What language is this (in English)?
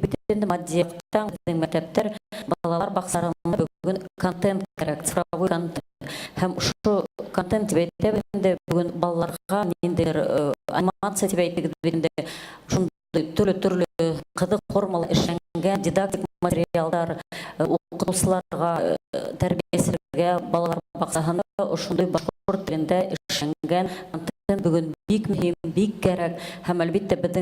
Bashkir